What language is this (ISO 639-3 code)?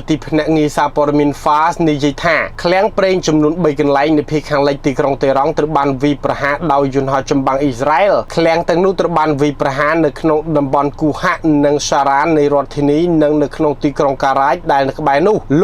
khm